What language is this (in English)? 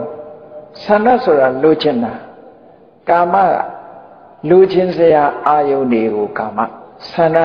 Burmese